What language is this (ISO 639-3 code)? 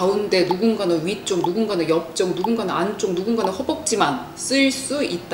kor